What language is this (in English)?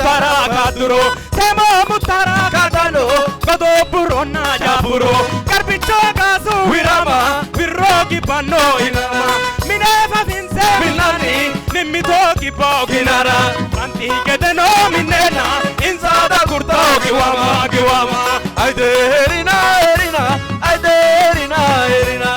Sidamo